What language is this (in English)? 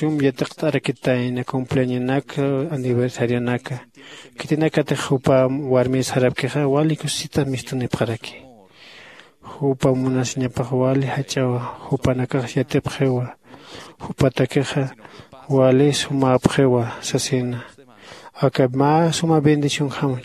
Aymara